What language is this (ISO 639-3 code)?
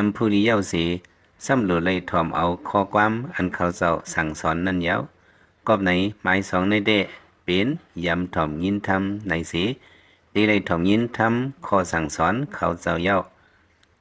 lao